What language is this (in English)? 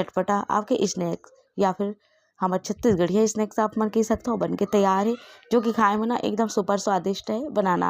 Chhattisgarhi